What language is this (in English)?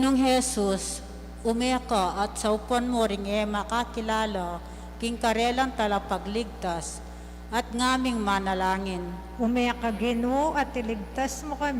Pampanga